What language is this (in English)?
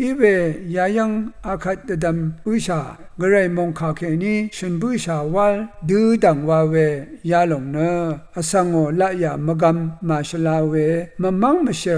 Rawang